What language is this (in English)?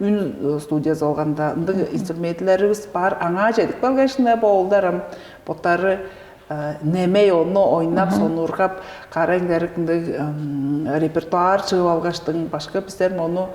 Tuvinian